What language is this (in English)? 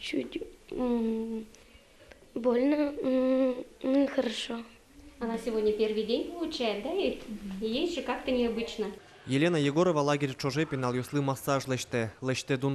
Udmurt